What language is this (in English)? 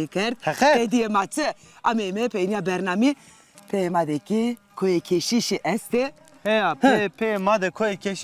Zaza